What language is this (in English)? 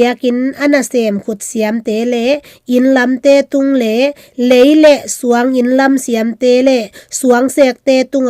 Tedim Chin